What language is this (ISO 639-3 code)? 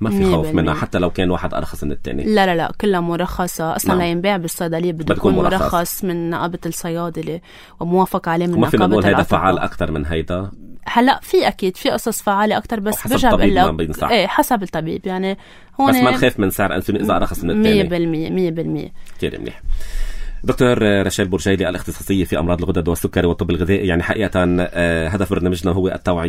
apc